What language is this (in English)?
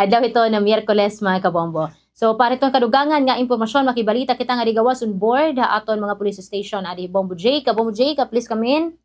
Waray